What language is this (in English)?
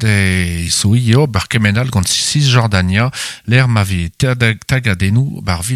Breton